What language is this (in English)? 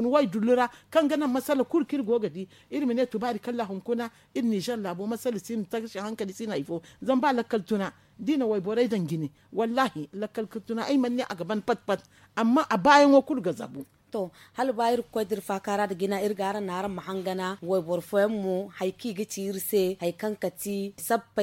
Zarma